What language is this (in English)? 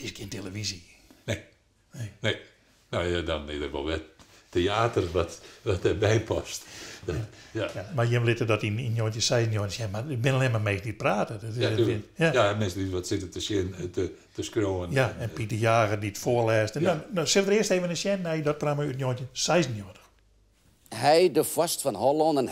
Western Frisian